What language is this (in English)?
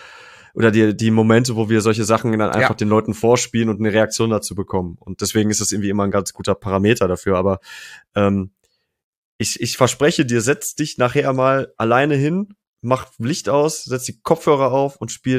German